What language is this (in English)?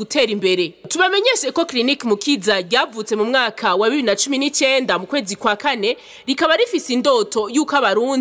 Rundi